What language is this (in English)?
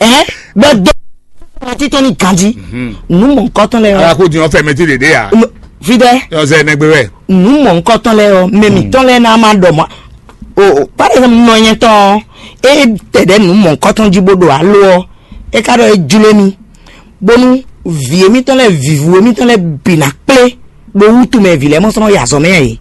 Fon